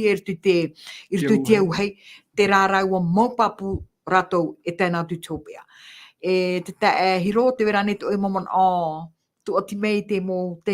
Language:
Tahitian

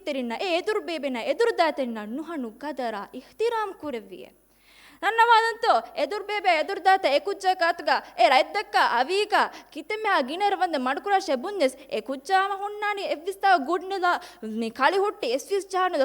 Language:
Divehi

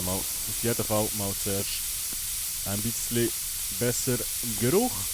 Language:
Swiss German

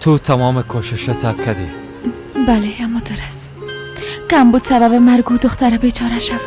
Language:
Persian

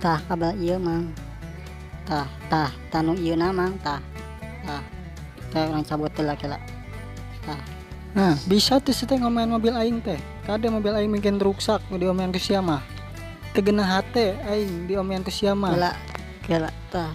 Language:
Sundanese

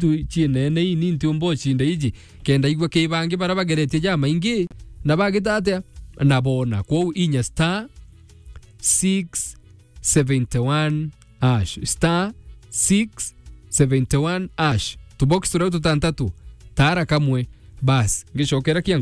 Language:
Meru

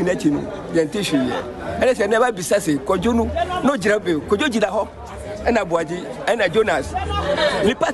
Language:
Akan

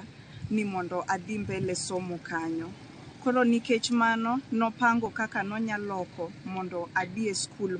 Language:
Luo (Kenya and Tanzania)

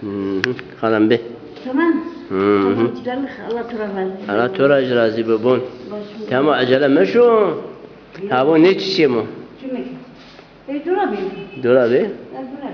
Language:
Zaza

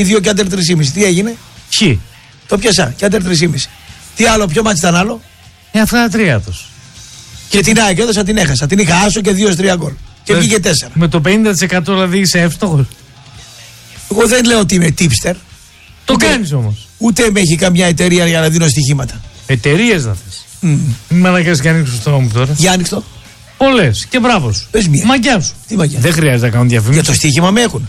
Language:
Greek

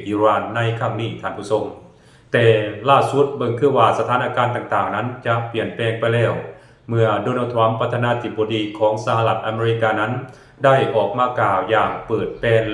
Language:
Lao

